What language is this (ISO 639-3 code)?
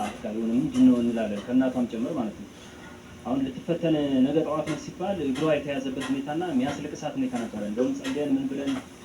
amh